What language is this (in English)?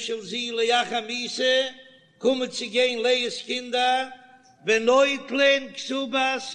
Yiddish